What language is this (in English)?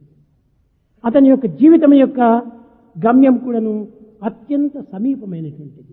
Telugu